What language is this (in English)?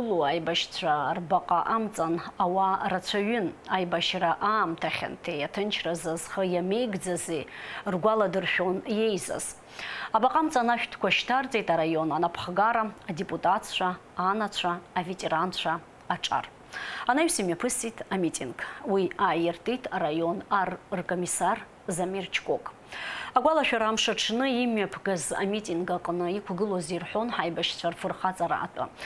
Abkhazian